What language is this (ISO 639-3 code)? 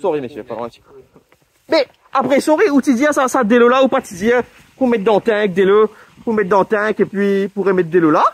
mfe